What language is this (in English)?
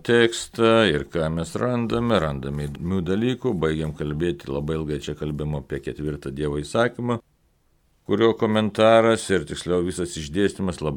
Lithuanian